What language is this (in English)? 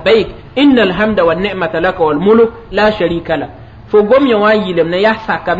Mossi